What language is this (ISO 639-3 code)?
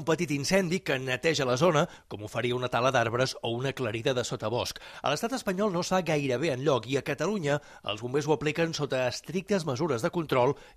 cat